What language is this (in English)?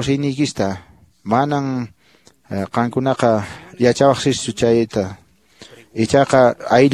Quechua